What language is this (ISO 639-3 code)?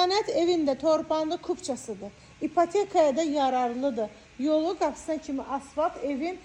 aze